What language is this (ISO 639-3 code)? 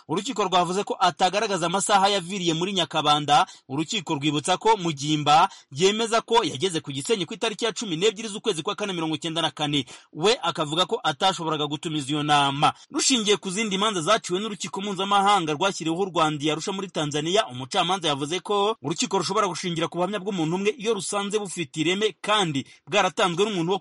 kin